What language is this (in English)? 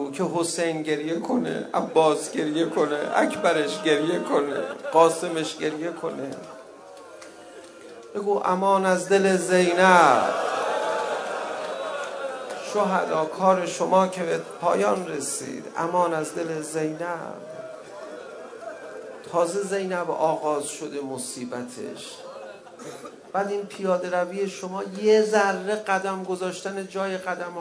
Persian